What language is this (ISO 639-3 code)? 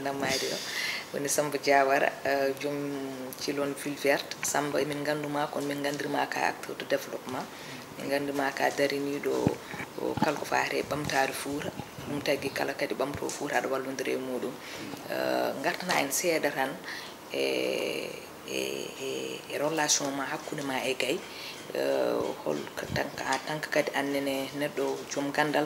ful